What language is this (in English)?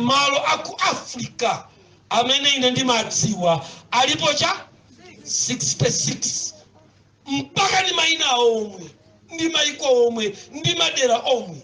Nyanja